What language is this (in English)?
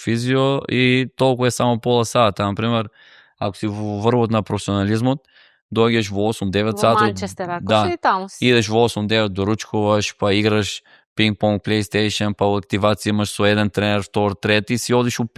Macedonian